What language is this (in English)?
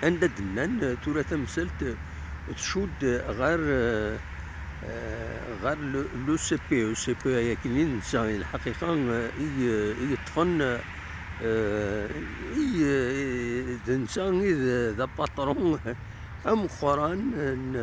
Kabyle